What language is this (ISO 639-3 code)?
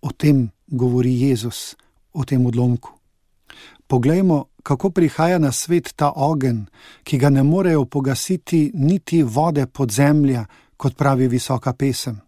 slv